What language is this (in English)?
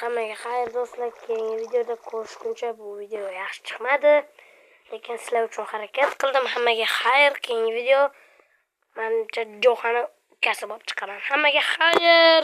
Uzbek